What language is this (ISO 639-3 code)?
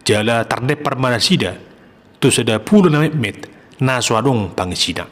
bbc